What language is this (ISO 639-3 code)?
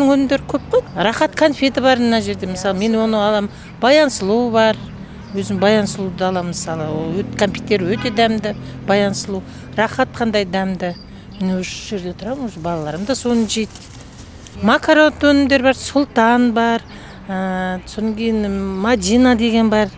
kaz